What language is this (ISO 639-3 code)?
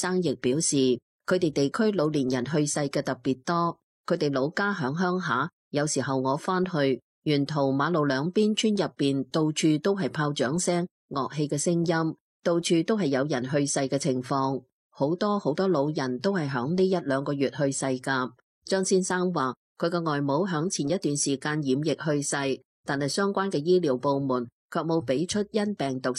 yue